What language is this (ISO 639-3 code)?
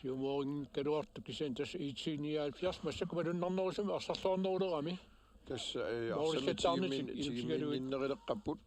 kal